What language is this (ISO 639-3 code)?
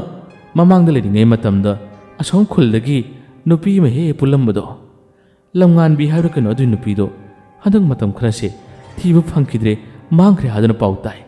mni